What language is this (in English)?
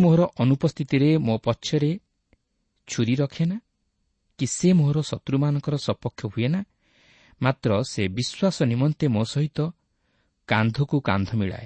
Odia